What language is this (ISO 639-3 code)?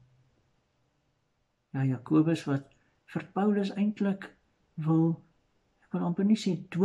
afr